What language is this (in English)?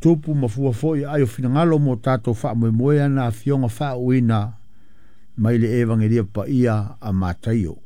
Samoan